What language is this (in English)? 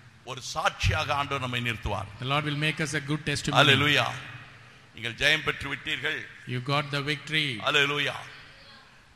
Tamil